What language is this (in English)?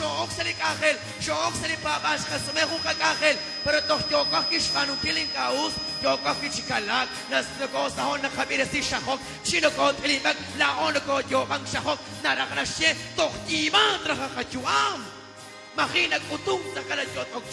Kekchí